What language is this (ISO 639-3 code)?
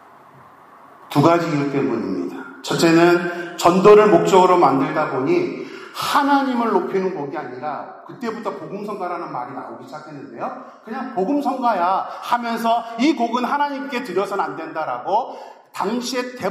kor